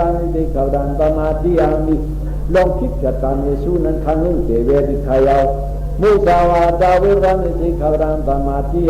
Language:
Shan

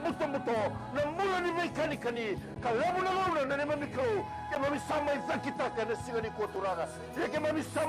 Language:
Fijian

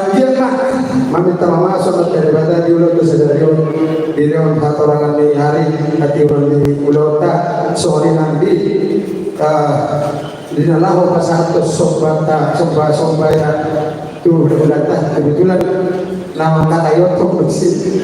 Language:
Batak Toba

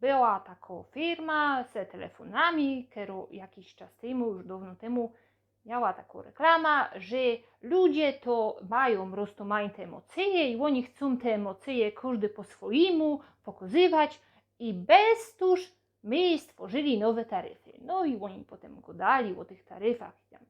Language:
Silesian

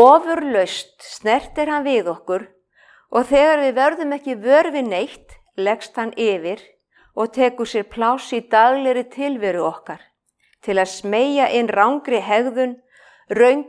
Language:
Icelandic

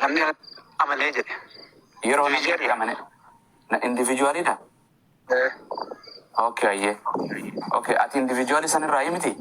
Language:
Oromo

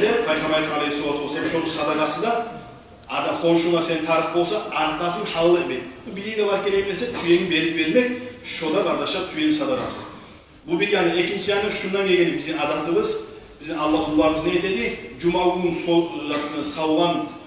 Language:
Kumyk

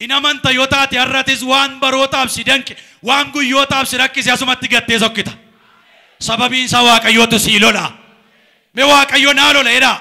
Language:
Oromo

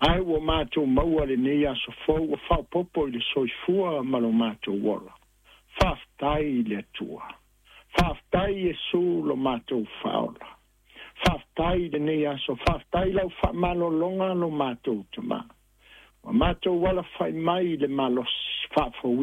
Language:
Samoan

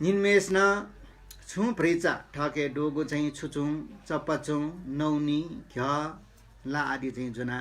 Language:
Newari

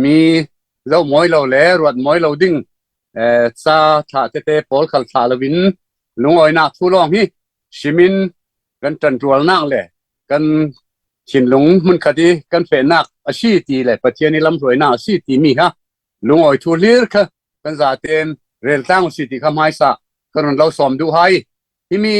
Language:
Falam Chin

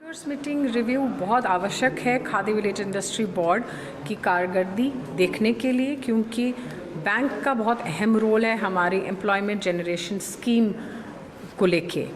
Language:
Dogri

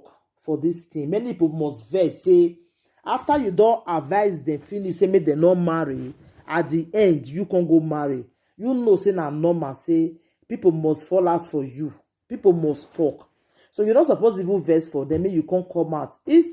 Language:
Nigerian Pidgin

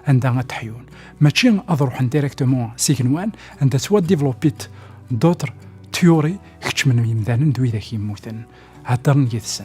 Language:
Kabyle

